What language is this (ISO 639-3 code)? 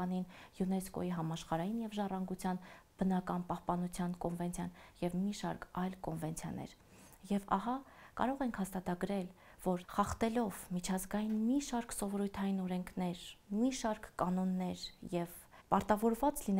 hye